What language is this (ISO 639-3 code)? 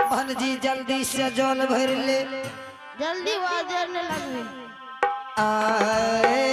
anp